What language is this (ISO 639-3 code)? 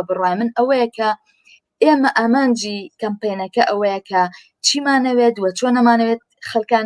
ckb